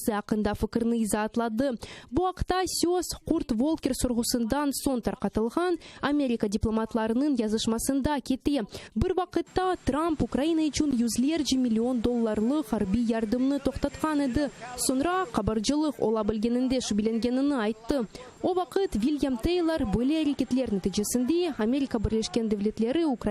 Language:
Crimean Tatar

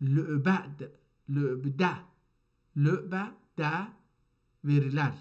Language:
South Azerbaijani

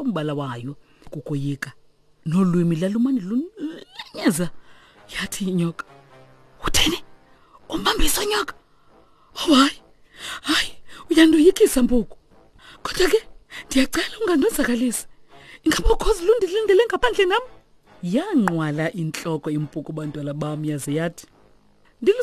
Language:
Xhosa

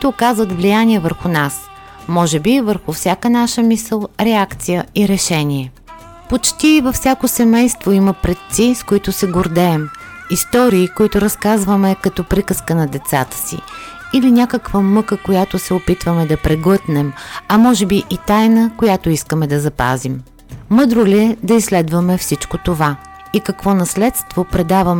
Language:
Bulgarian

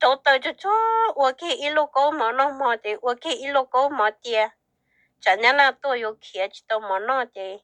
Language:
Hmong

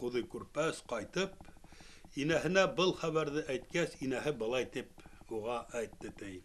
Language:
Bashkir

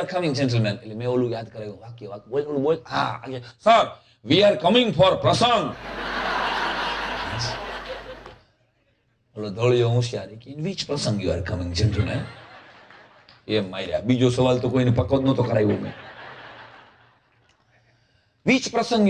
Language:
Gujarati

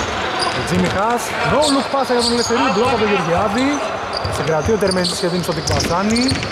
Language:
Greek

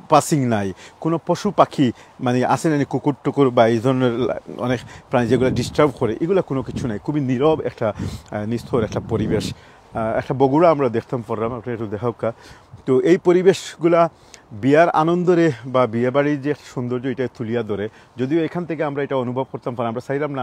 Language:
Sylheti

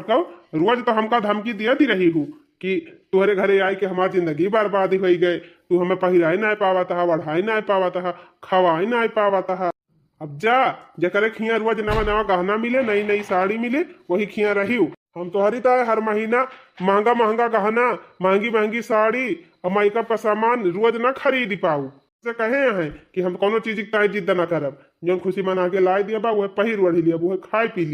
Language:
Awadhi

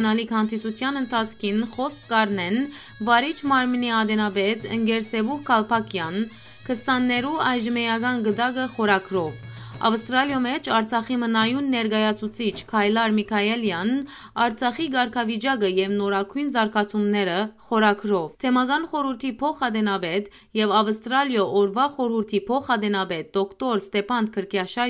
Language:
Western Armenian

